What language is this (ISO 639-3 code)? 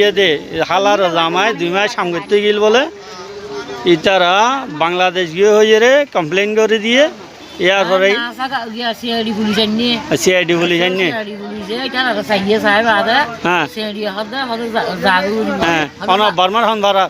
rhg